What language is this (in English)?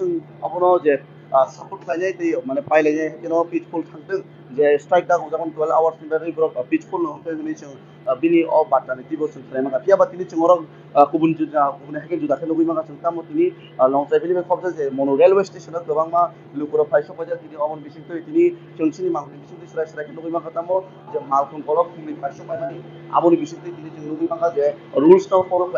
Riang (India)